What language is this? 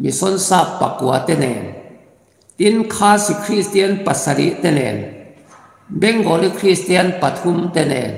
Mizo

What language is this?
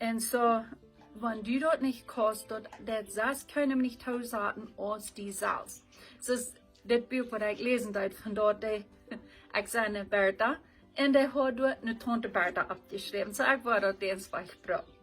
Plautdietsch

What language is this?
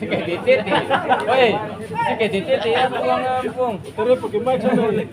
Ambonese Malay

